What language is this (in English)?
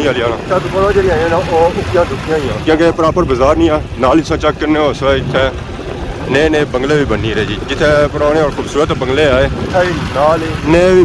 Pahari-Potwari